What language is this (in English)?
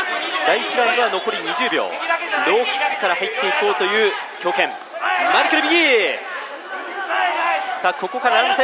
Japanese